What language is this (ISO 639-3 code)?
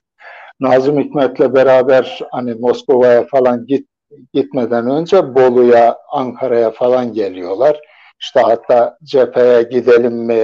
tur